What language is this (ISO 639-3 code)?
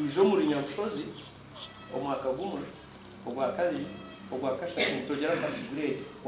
nyn